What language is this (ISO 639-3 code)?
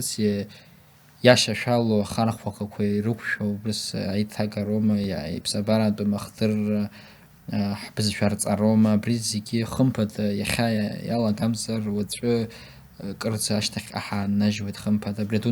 abk